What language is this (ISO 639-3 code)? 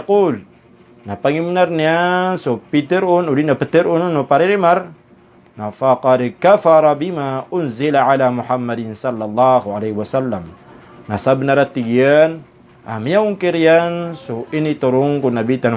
mrw